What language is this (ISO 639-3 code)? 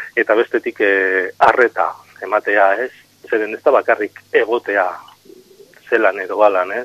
eus